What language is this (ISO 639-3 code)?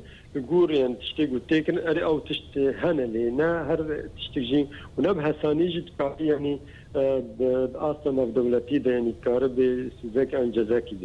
kur